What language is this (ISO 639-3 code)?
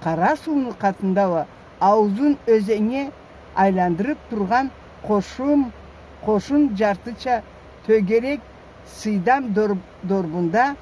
krc